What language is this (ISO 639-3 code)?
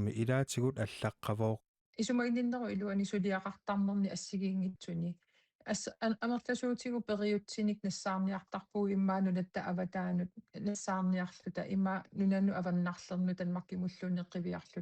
kal